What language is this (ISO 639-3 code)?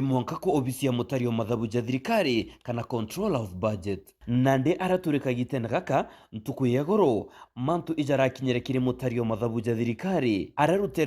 mer